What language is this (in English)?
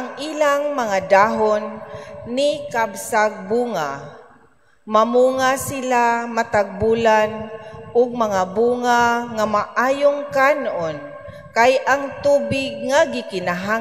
Cebuano